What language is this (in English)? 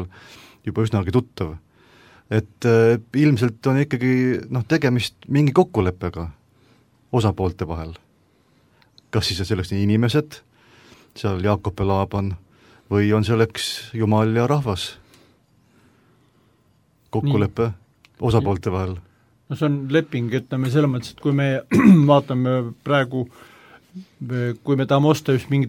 Estonian